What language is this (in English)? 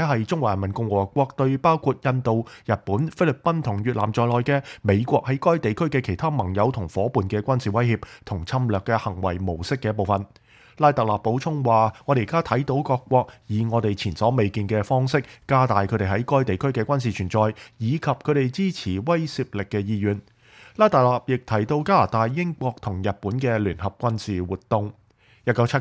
Cantonese